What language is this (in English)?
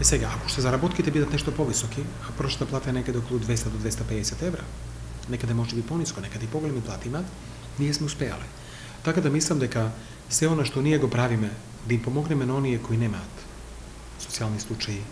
Macedonian